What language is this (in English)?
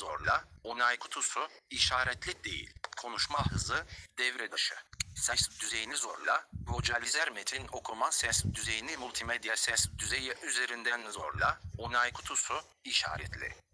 Turkish